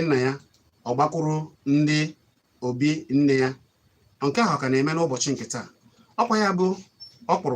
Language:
Igbo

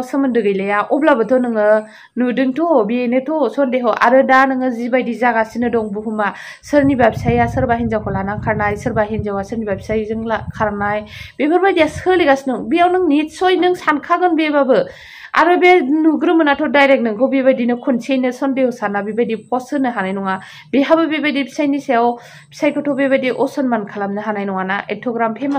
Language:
Bodo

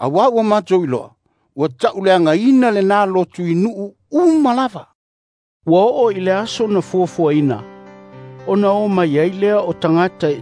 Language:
Samoan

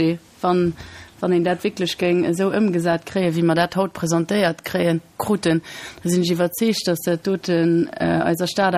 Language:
Luxembourgish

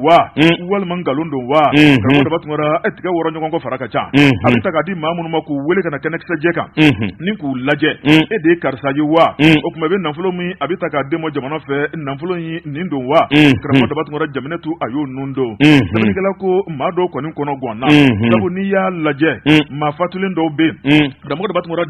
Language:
Bambara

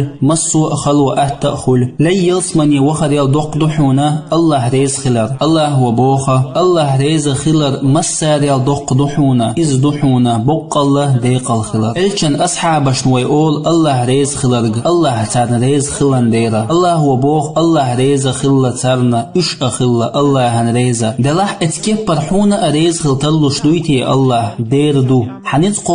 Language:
Chechen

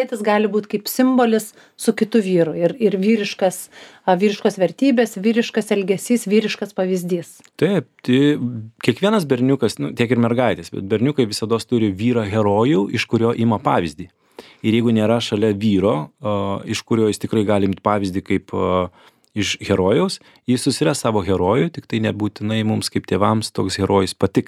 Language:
Lithuanian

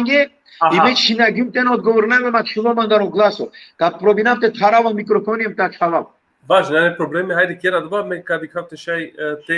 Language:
Balkan Romani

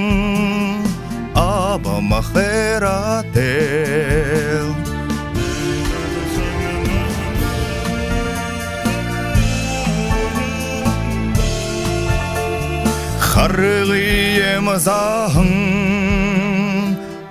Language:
Buriat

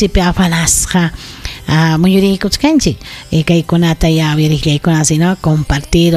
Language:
Ayacucho Quechua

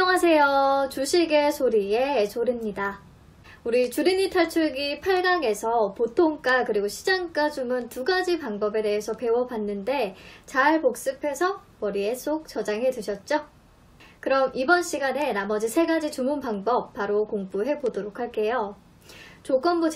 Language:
Korean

